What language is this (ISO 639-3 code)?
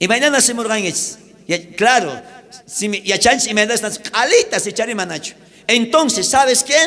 quh